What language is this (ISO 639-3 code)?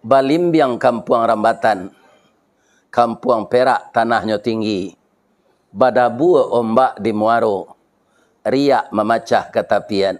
min